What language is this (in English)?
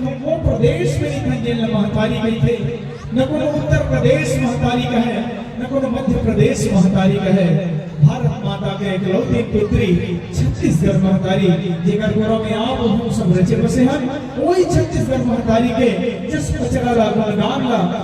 Chhattisgarhi